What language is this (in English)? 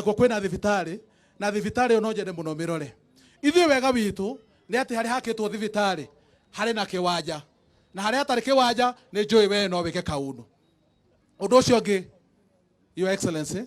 Kikuyu